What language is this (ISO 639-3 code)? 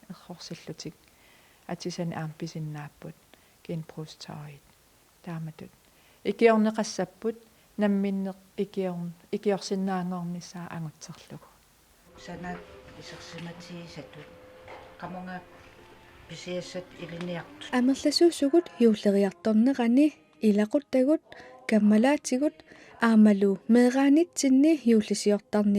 kal